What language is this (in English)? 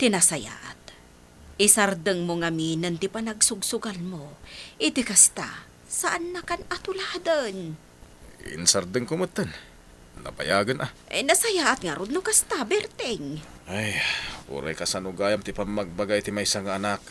Iloko